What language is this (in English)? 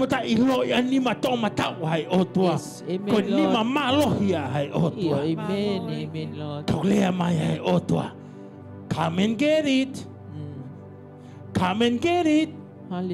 Tongan